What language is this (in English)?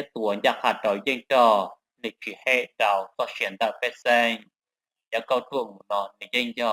Hmong